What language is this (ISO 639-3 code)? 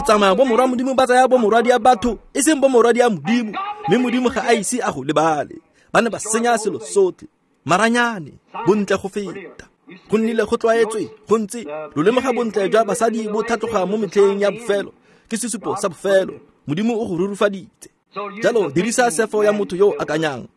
tsn